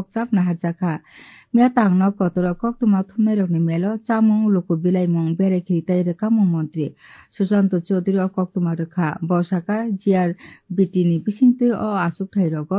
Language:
Kok Borok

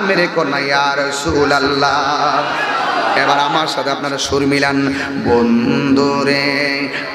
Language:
Bangla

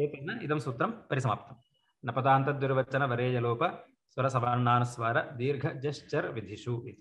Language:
Sanskrit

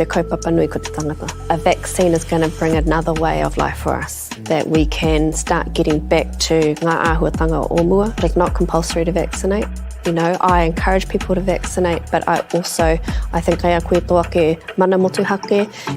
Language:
Māori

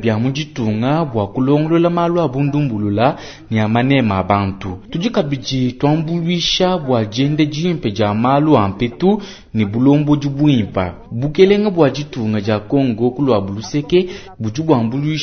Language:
Luba-Lulua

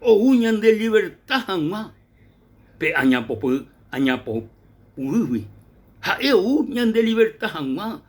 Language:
Guarani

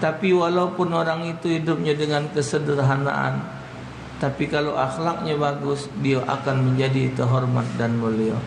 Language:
Musi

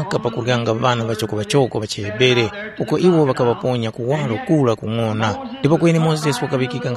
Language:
Tumbuka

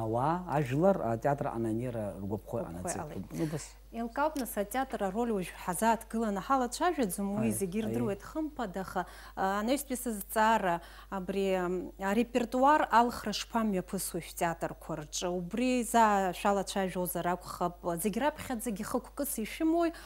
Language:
Abkhazian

